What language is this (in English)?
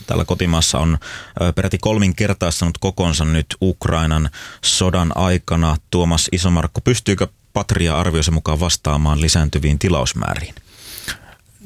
Finnish